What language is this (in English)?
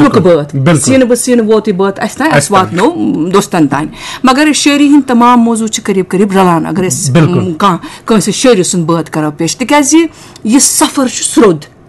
Kashmiri